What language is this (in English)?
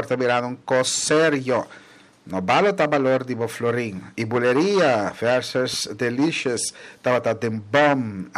Papiamento